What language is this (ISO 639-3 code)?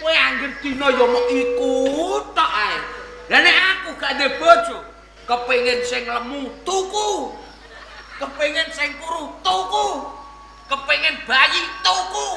jav